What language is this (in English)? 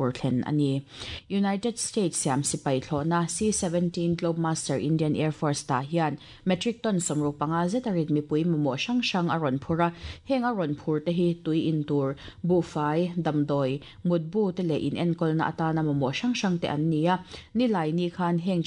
Mizo